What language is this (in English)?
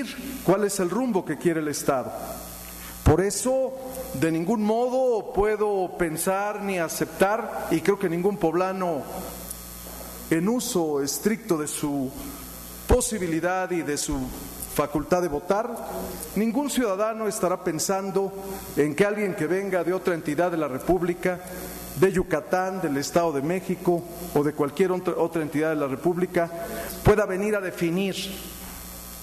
Spanish